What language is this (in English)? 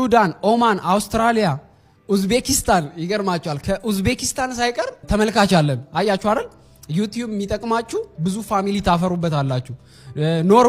Amharic